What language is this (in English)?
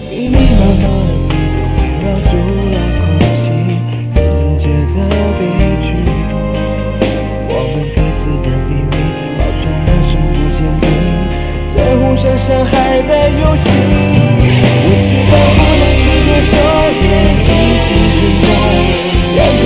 Chinese